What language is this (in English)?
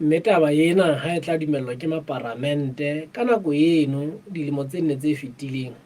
Southern Sotho